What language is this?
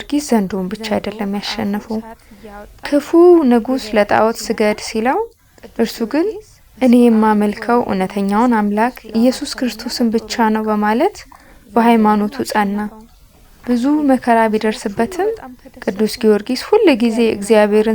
Amharic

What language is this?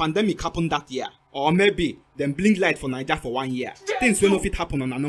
Nigerian Pidgin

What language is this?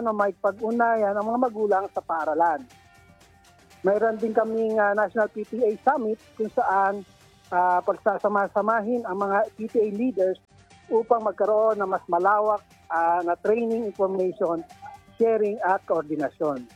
Filipino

